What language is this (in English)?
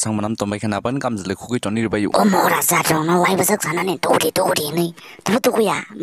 Kok Borok